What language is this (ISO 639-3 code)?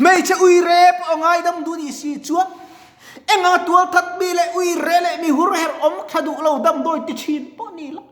lus